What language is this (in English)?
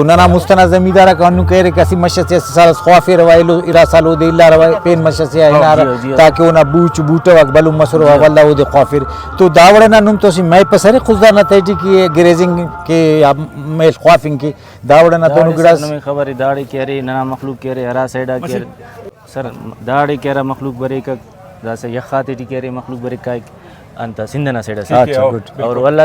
Brahui